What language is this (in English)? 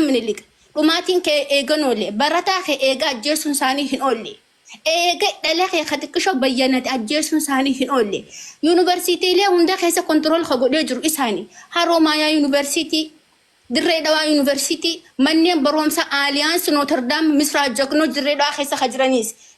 Oromo